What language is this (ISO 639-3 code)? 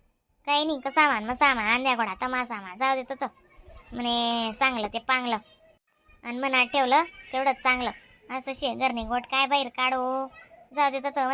khn